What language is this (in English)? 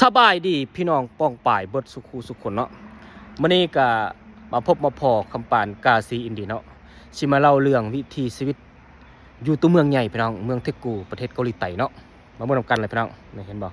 Lao